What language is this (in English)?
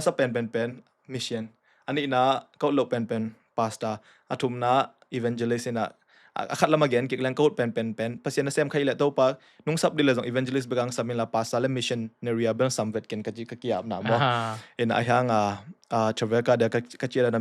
Tedim Chin